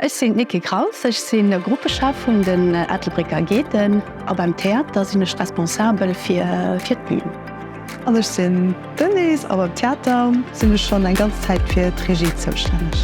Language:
Luxembourgish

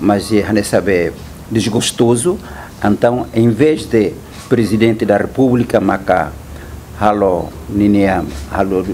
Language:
Tetum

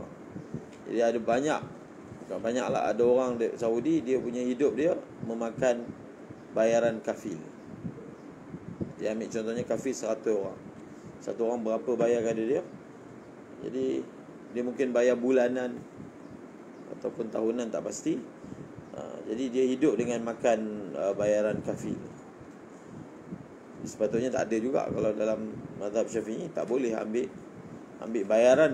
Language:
Malay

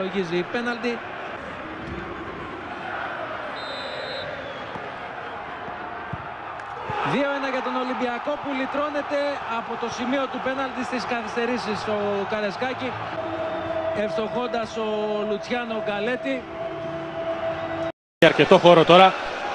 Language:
Greek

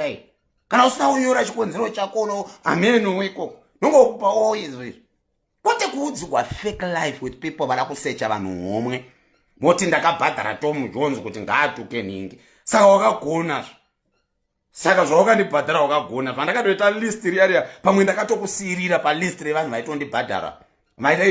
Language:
Shona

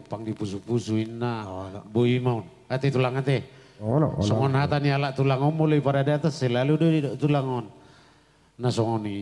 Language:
Batak Toba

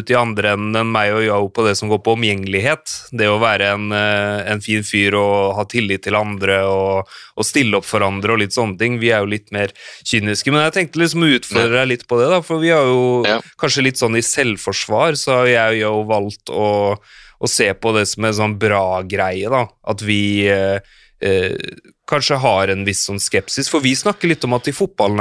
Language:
Norwegian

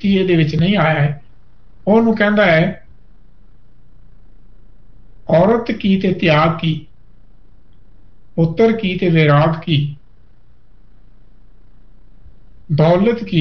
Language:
Punjabi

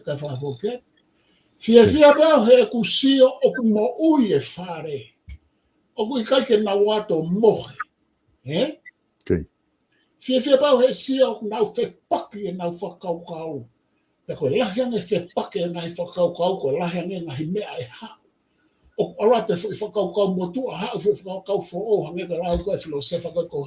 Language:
Tongan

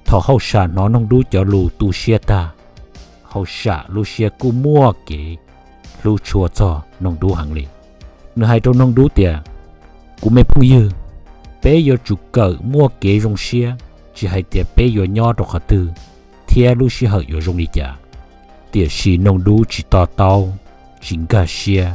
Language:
Hmong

